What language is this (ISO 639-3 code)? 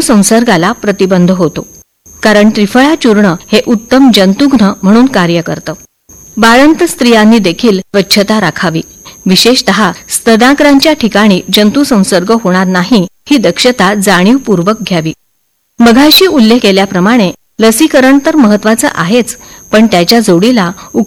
mar